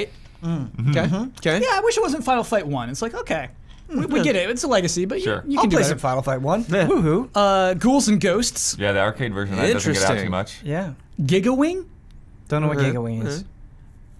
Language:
English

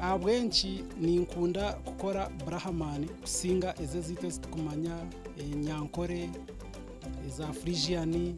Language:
Nyankole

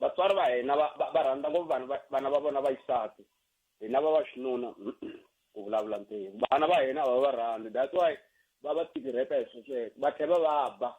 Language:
Tsonga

